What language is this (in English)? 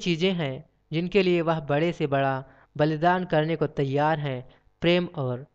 Hindi